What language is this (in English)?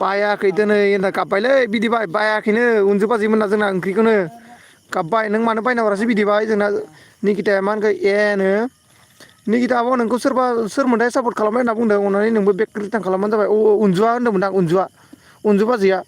Bodo